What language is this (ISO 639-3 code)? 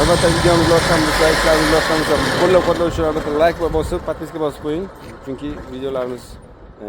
uzb